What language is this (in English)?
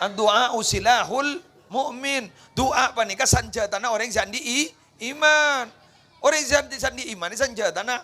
Madurese